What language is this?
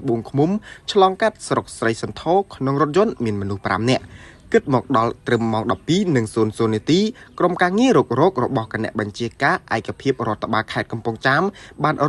Khmer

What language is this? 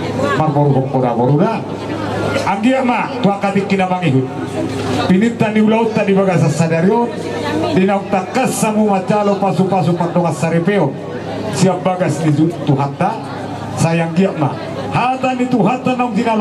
Batak Toba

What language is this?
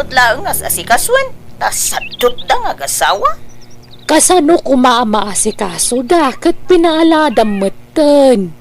Iloko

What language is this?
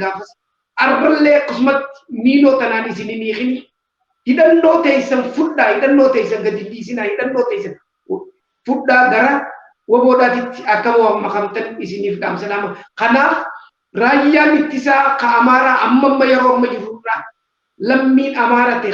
Oromo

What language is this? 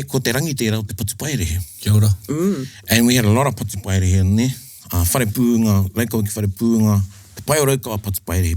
Māori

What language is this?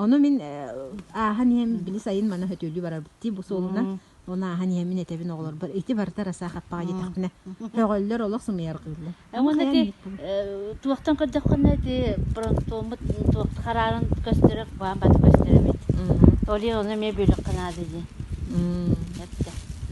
Yakut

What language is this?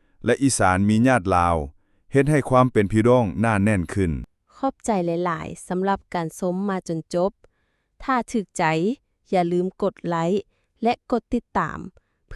Lao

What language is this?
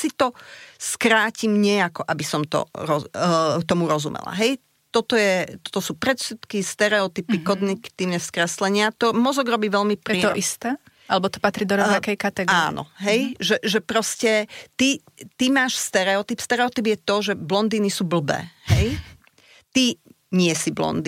Slovak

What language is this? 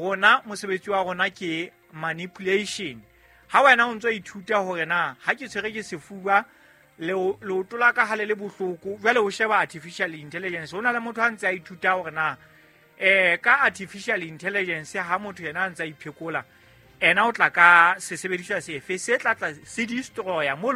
Southern Sotho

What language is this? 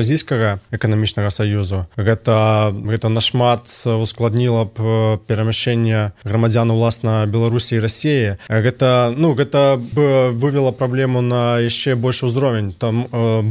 Belarusian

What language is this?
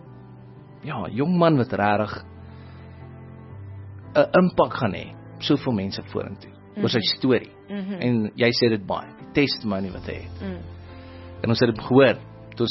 Afrikaans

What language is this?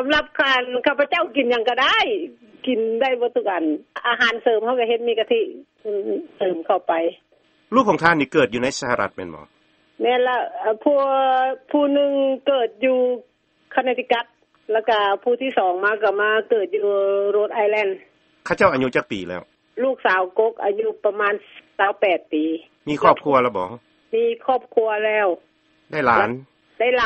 Lao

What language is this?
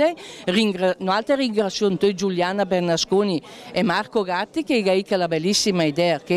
Lombard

